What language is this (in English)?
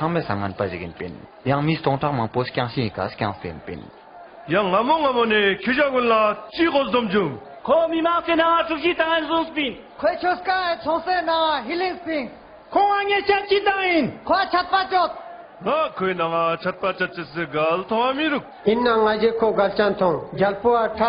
Ladakhi